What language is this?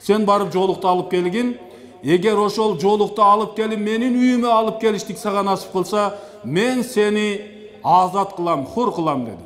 Kyrgyz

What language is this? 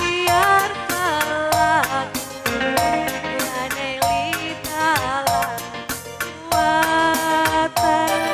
Batak Karo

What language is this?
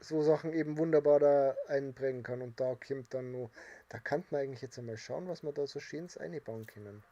Bavarian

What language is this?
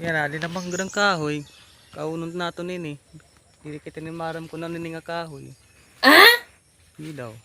Waray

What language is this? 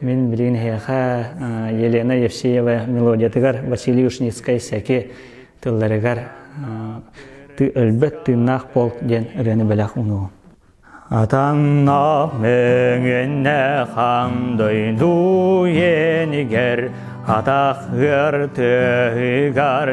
Yakut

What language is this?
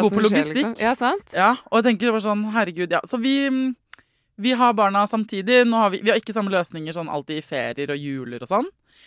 Norwegian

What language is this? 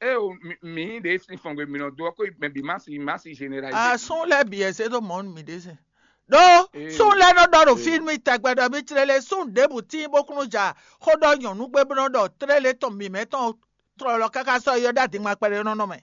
Fon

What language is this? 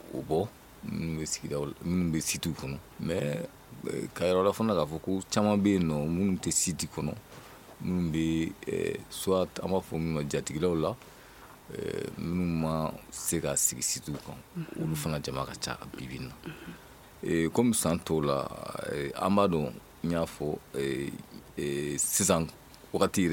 Bambara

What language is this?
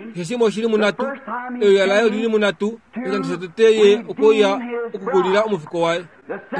Kuanyama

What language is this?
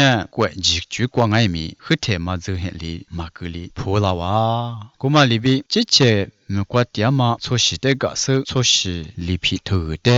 Lisu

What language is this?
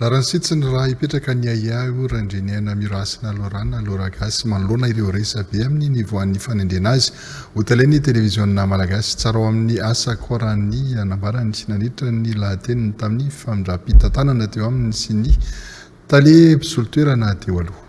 Malagasy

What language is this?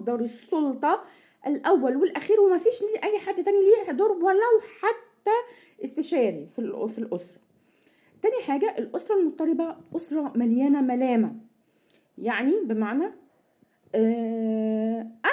Egyptian Arabic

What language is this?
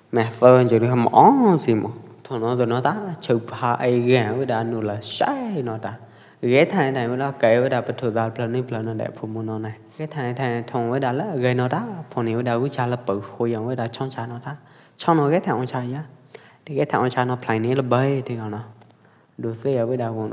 Pwo Eastern Karen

